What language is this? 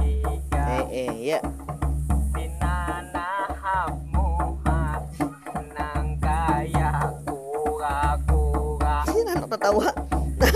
Banjar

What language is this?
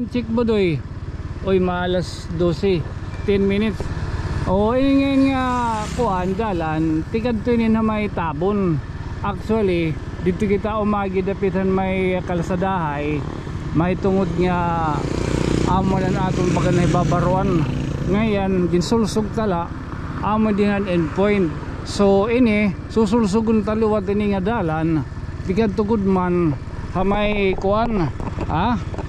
Waray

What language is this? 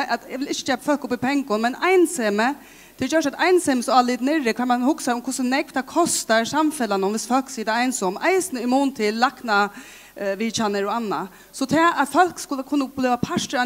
Faroese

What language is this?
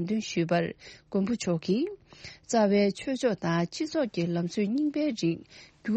Tibetan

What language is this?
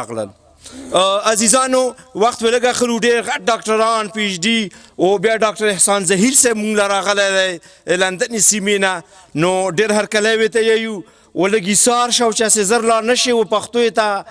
Pashto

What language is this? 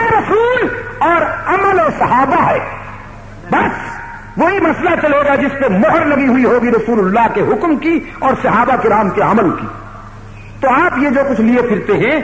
Urdu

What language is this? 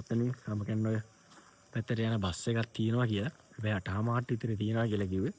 Sinhala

